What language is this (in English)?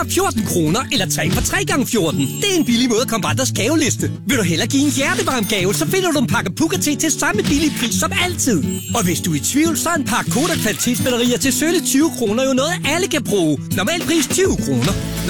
Danish